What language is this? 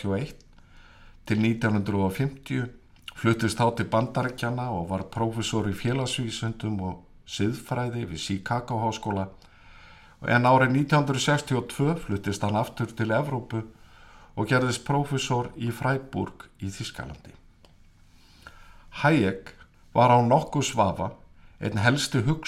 Icelandic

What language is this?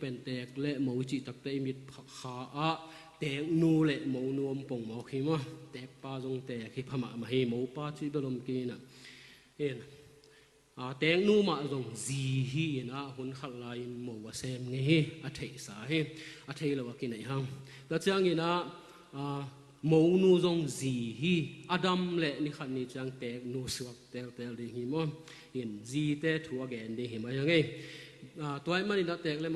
Tedim Chin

